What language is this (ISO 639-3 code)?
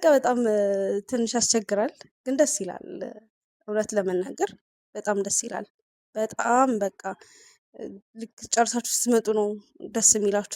amh